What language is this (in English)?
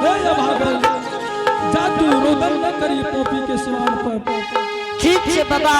Angika